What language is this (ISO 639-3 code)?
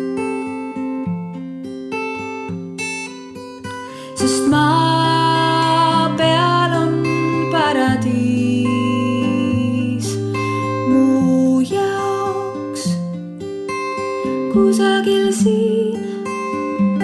est